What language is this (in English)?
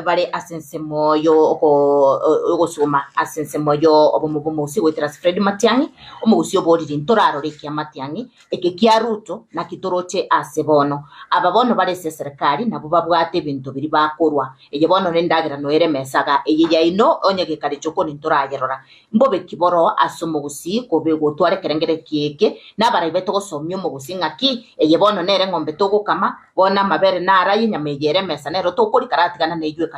Gusii